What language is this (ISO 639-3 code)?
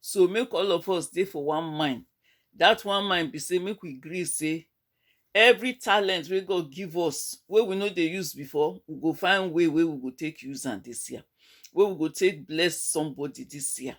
pcm